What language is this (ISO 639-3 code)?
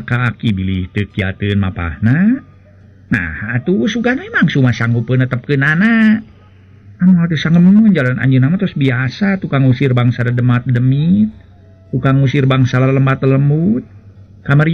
sun